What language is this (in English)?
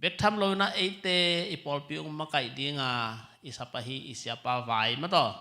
Tedim Chin